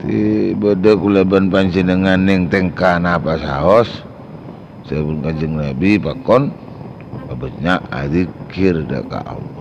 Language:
Madurese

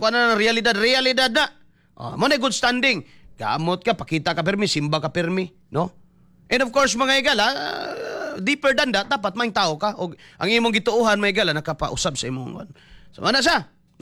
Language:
Cebuano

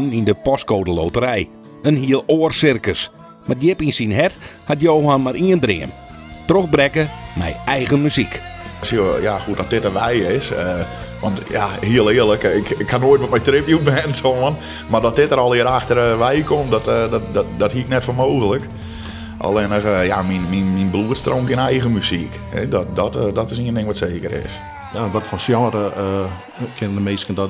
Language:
Western Frisian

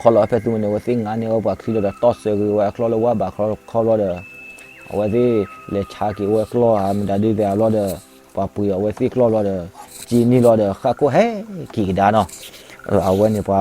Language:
S'gaw Karen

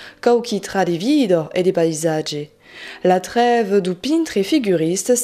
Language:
Occitan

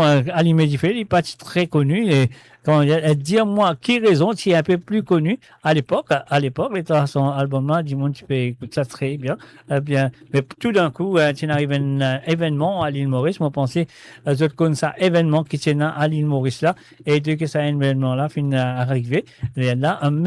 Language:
Morisyen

